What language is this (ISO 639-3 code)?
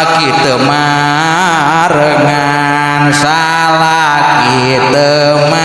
sun